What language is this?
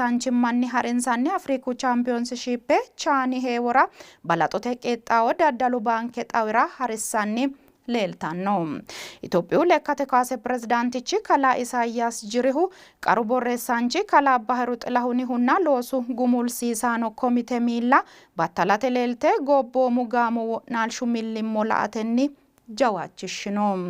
Sidamo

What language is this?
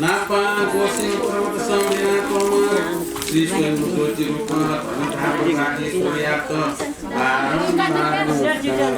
Newari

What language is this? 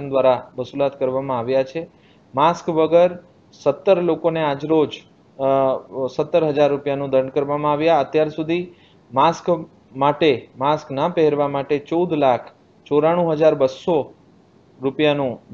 Gujarati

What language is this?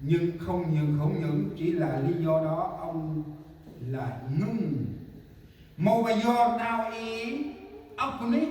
Central Mnong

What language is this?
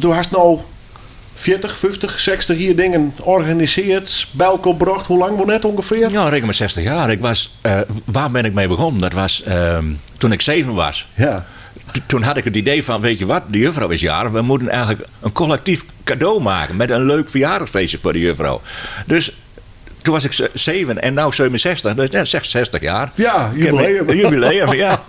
Western Frisian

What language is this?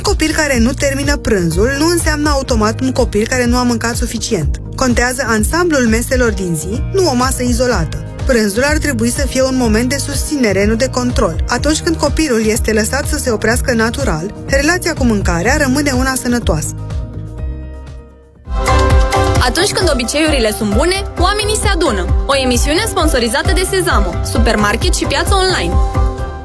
Romanian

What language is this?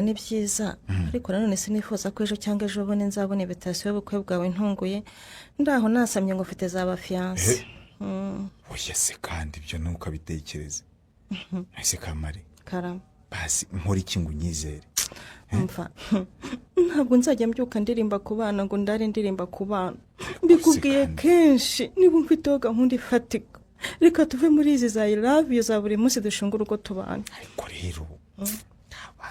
Kinyarwanda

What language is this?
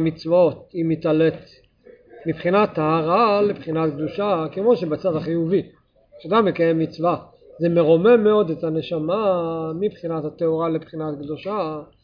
Hebrew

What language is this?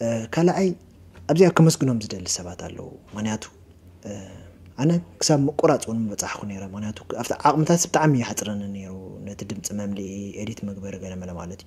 Tigrinya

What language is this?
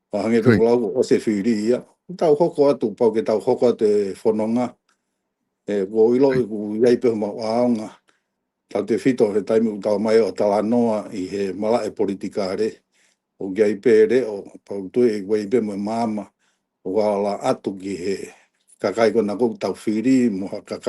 Tongan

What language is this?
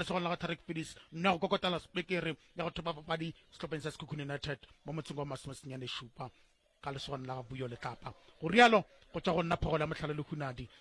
Northern Sotho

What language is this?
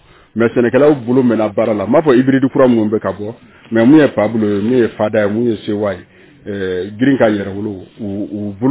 Bambara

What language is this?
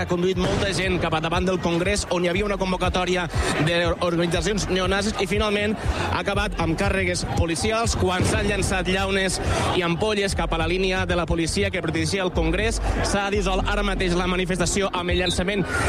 Catalan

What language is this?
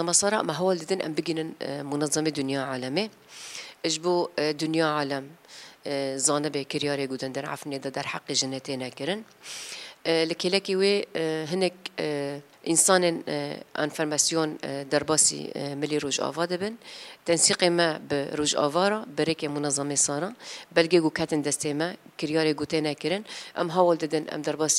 Kurdish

